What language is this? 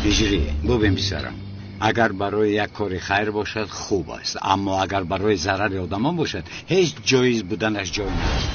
Tajik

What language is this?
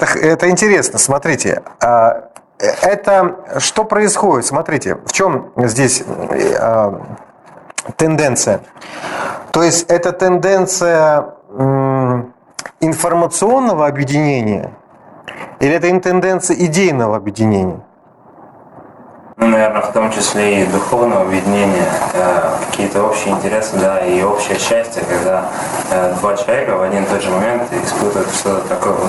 Russian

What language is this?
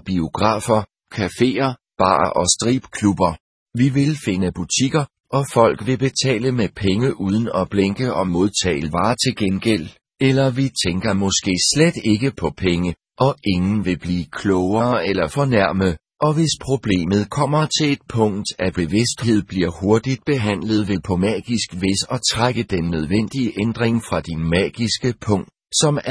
Danish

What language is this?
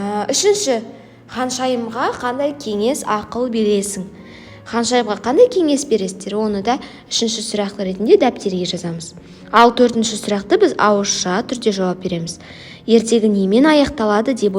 Kazakh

